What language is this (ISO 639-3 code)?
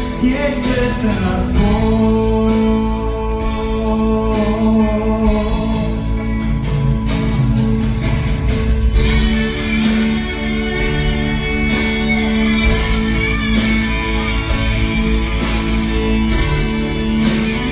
pol